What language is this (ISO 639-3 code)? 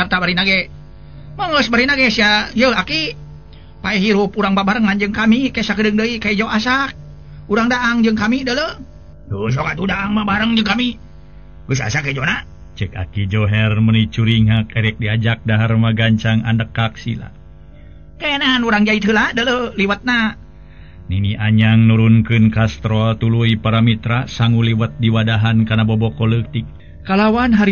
sun